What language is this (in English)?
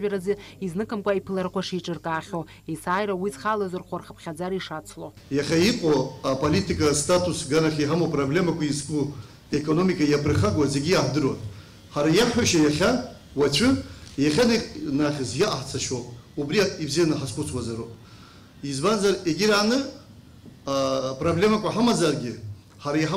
Abkhazian